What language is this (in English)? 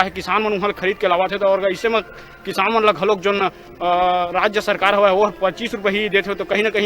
Chhattisgarhi